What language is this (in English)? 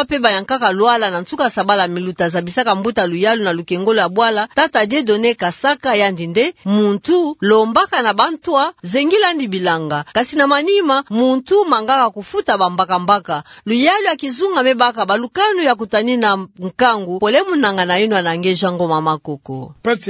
Kituba (Democratic Republic of Congo)